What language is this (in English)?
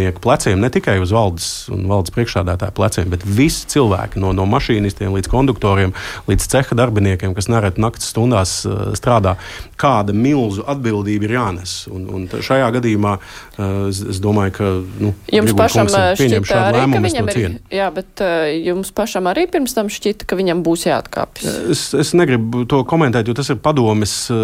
Latvian